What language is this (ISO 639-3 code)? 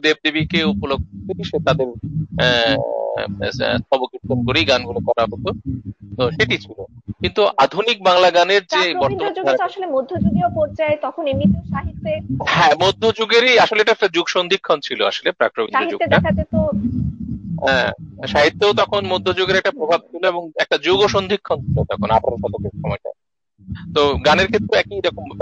ben